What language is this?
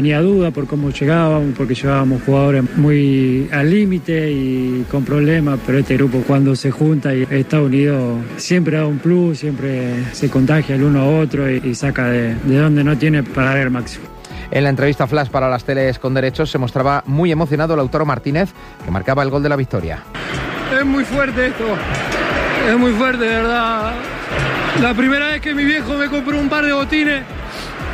Spanish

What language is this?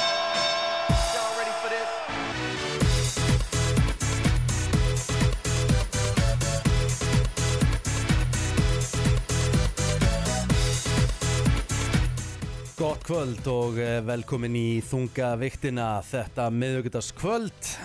Icelandic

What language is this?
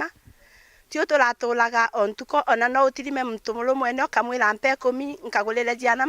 Meru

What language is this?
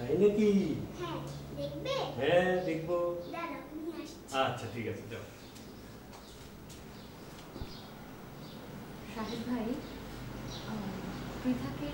Bangla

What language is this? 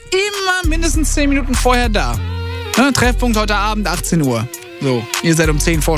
German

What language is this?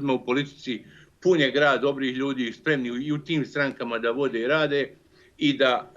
Bosnian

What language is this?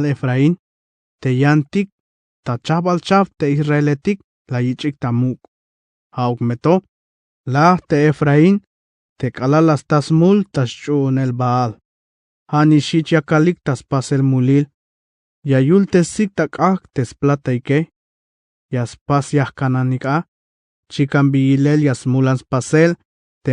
Tzeltal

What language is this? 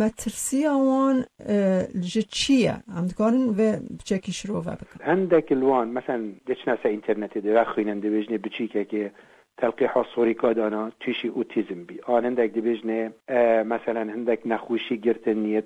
Kurdish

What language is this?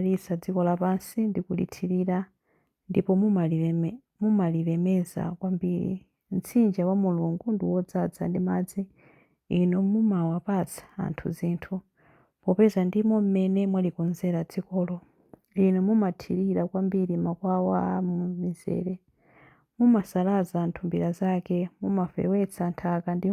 Nyanja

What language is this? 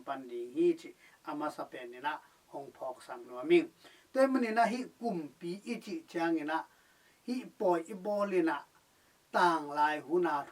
Tedim Chin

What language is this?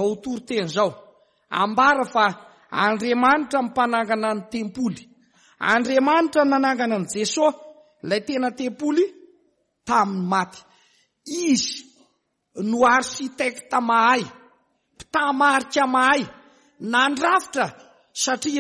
Malagasy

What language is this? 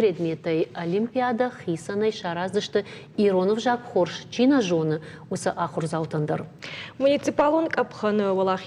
Ossetic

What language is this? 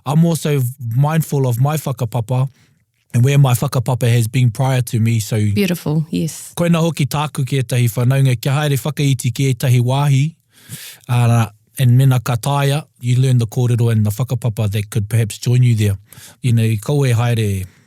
Māori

